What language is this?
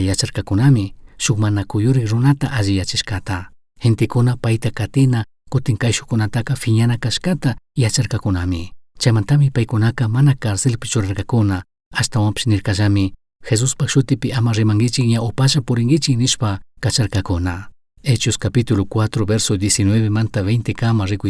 Chimborazo Highland Quichua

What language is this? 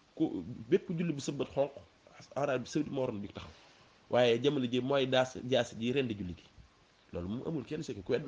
Wolof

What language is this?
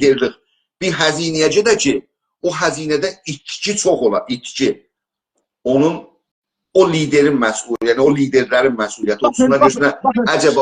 South Azerbaijani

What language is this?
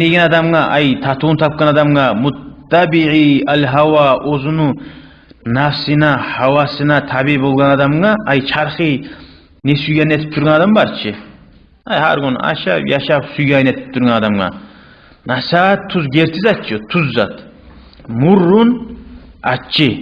Kumyk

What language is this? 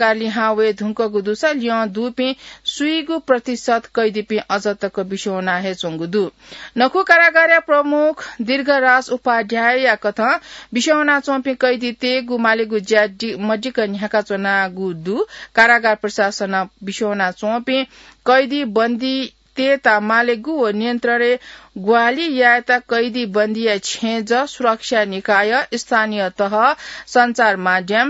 Newari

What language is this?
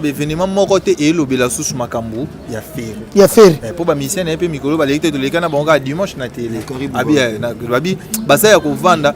Lingala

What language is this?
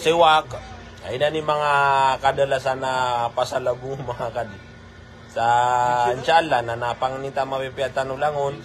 Maranao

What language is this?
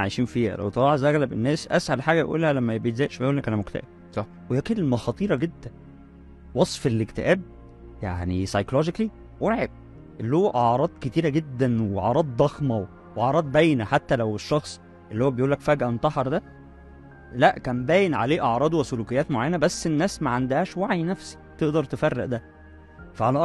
Egyptian Arabic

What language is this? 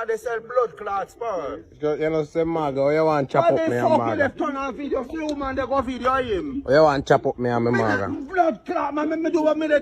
Jamaican Creole English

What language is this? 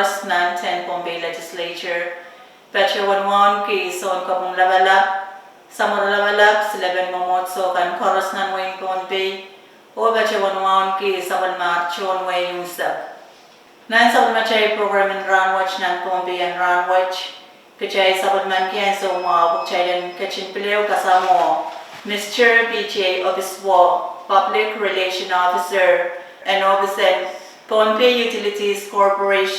Pohnpeian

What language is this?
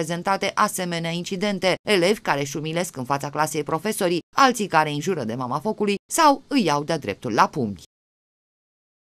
Romanian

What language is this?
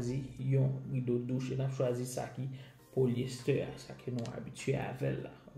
Haitian Creole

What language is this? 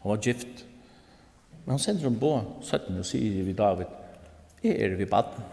Faroese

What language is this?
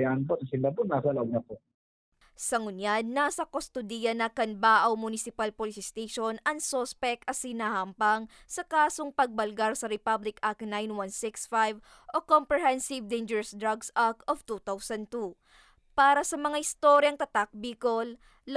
Bikol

